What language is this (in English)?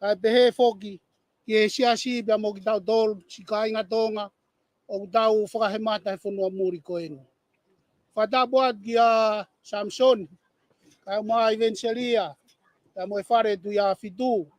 Tongan